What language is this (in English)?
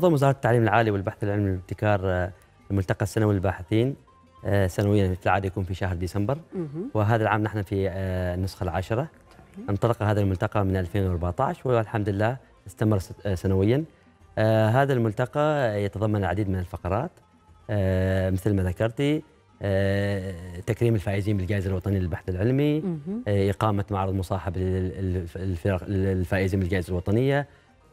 Arabic